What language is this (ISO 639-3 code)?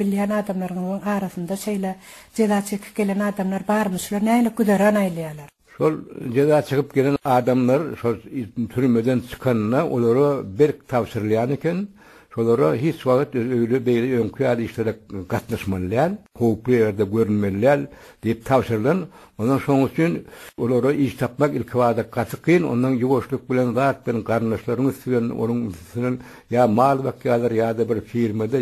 tuk